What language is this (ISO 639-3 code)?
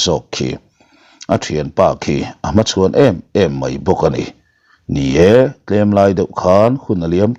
lus